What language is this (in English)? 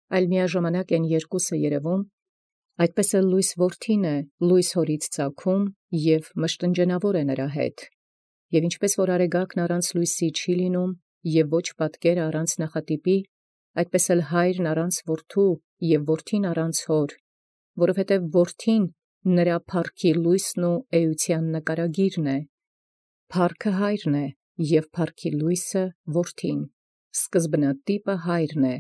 Armenian